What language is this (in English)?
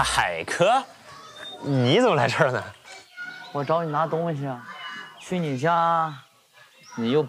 Chinese